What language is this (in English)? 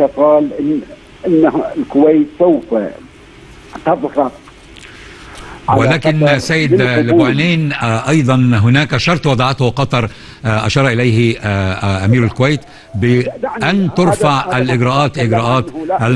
Arabic